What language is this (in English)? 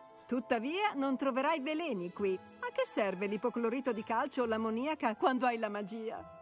Italian